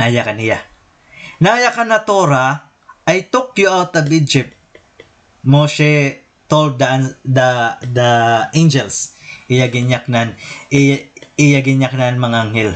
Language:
Waray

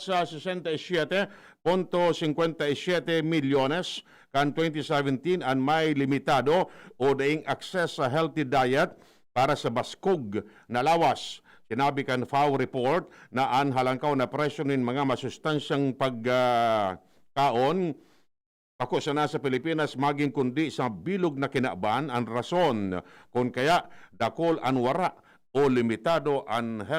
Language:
Bikol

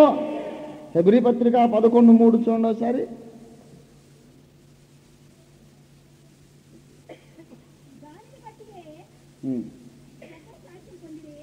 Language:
Telugu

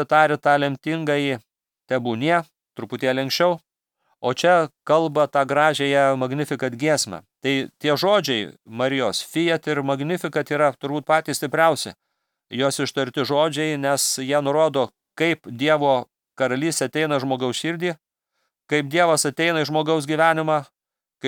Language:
Lithuanian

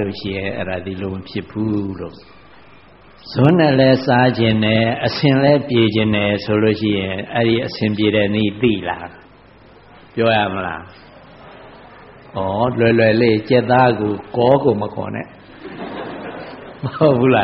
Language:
Burmese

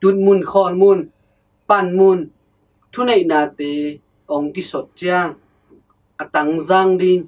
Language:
Tedim Chin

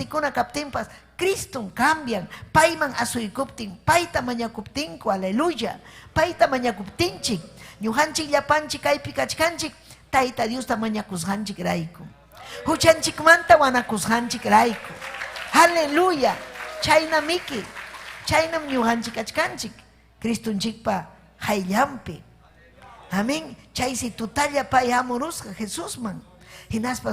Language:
Ayacucho Quechua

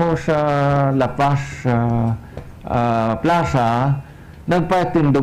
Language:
Hiligaynon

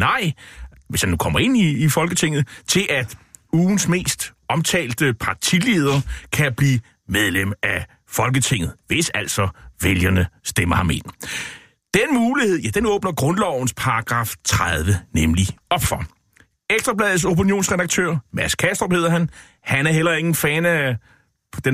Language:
Danish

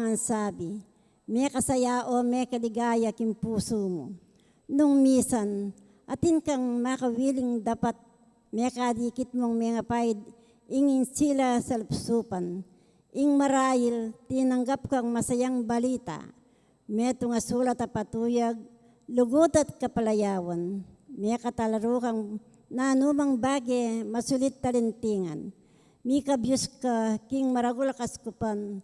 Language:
Pampanga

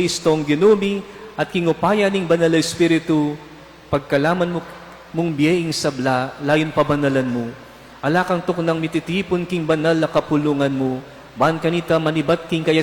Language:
Pampanga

